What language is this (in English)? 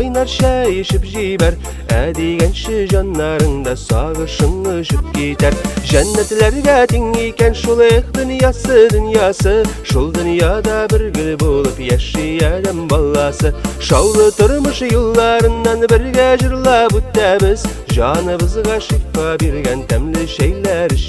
Tatar